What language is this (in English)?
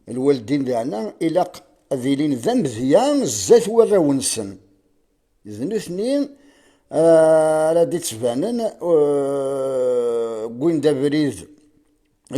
Kabyle